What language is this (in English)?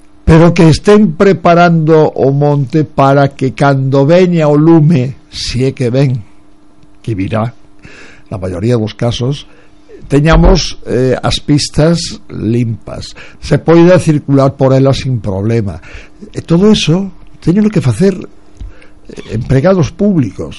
Galician